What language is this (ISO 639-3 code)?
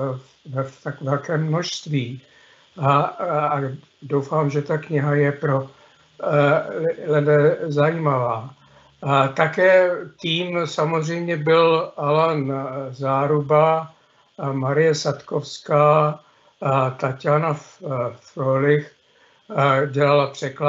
ces